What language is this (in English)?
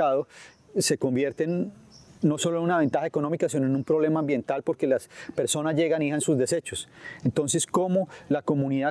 Spanish